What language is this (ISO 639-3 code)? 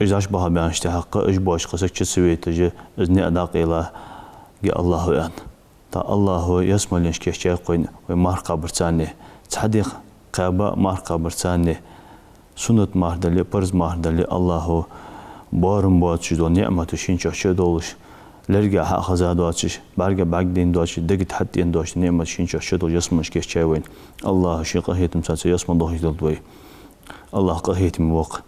inh